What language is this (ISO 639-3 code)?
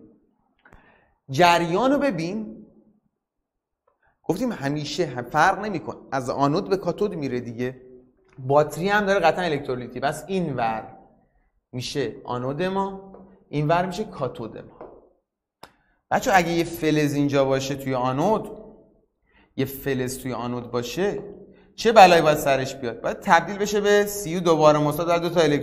fas